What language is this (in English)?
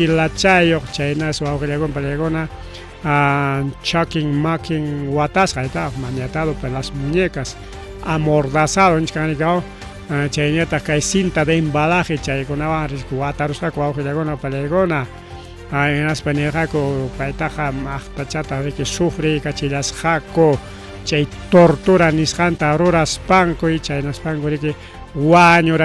Ayacucho Quechua